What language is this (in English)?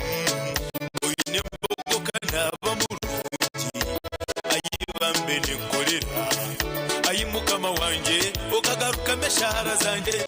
Nyankole